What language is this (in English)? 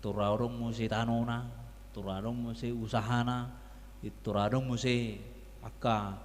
Batak Toba